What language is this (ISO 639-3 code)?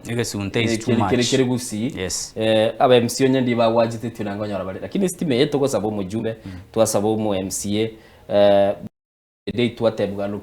guz